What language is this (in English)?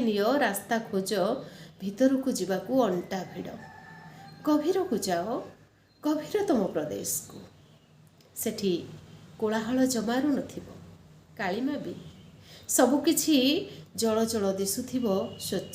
Odia